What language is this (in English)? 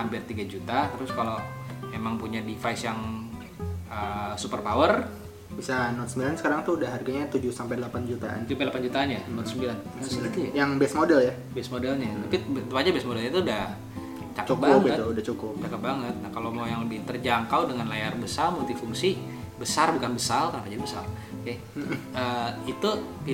Indonesian